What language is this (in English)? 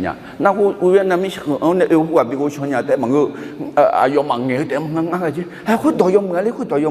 Akha